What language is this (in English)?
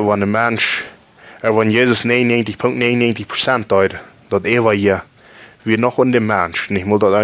Plautdietsch